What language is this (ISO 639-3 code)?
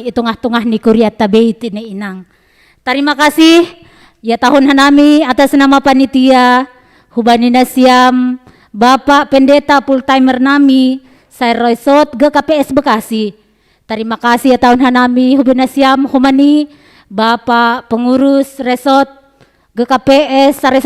bts